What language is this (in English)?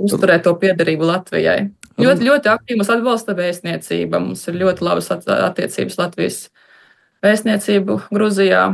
Latvian